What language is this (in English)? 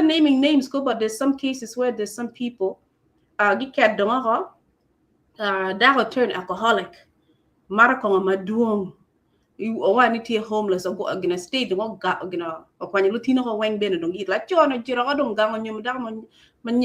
Acoli